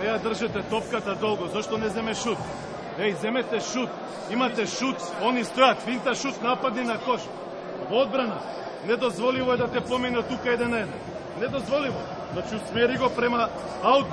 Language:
Macedonian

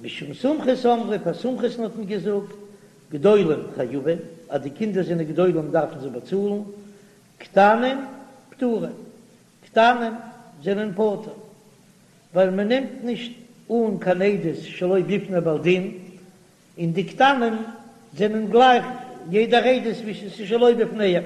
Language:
Yiddish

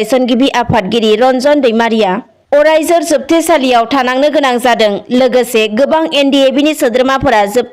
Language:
Bodo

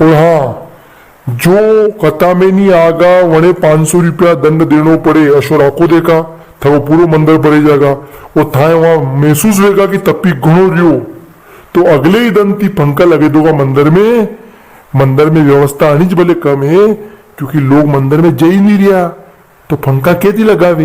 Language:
Rajasthani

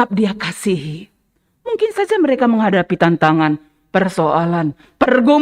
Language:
Batak Karo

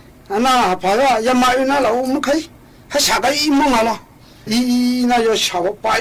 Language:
Akha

